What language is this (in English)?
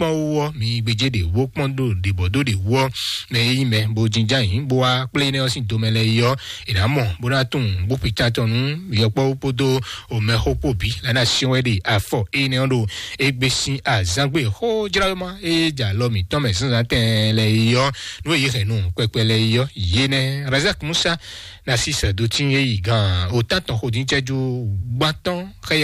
Fon